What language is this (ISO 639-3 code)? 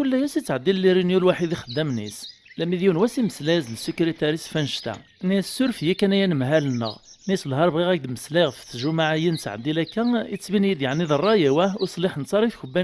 kab